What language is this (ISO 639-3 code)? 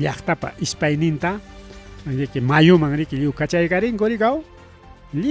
quy